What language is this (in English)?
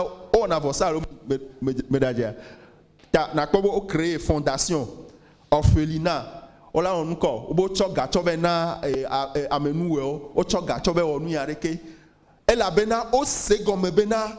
Ewe